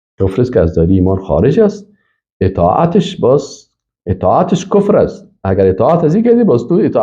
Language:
Persian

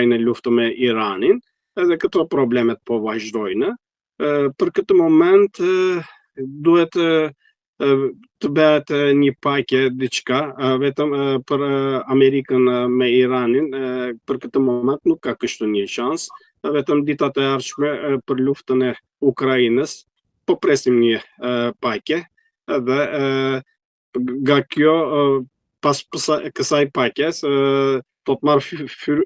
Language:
Albanian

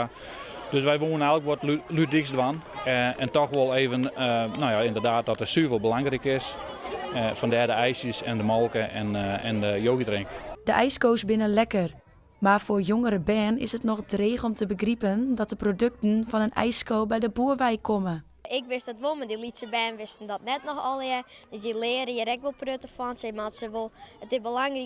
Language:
Western Frisian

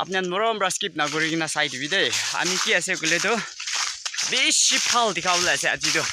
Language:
Naga Pidgin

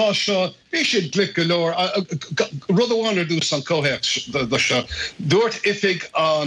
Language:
Irish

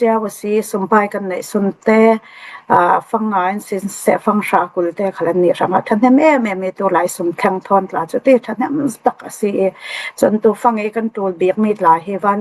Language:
Falam Chin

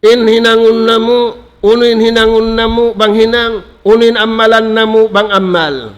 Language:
Tausug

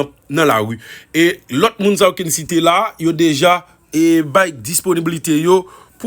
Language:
Haitian Creole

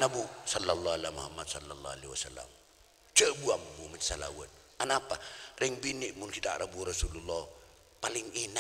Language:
Madurese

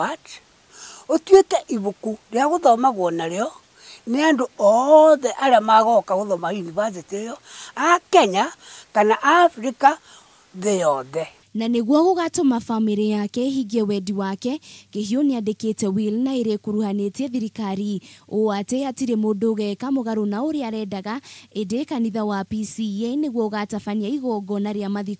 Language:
Kikuyu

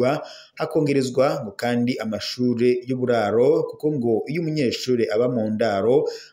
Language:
Rundi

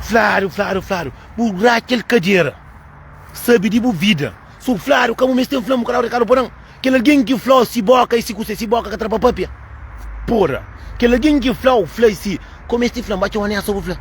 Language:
Kabuverdianu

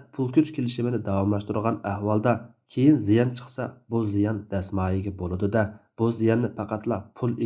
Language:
Uyghur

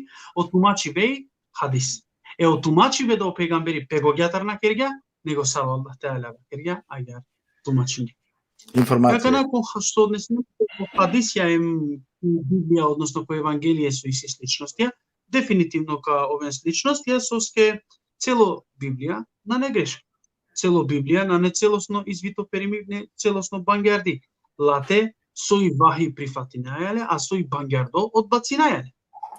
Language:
Balkan Romani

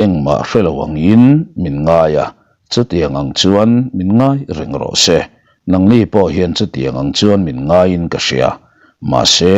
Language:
Mizo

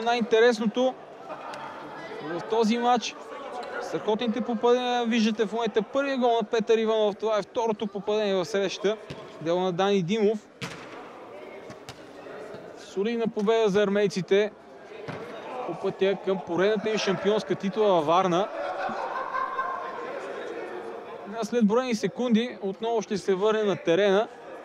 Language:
Bulgarian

